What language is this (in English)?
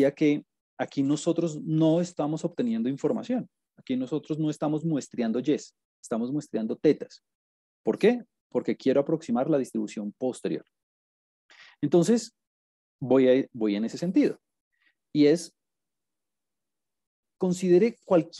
Spanish